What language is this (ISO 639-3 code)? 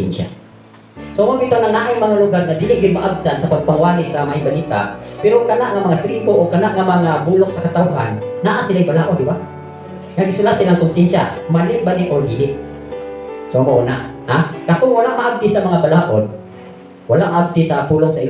ceb